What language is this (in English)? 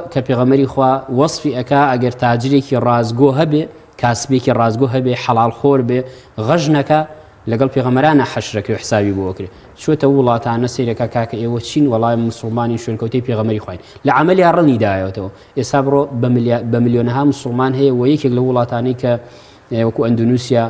Central Kurdish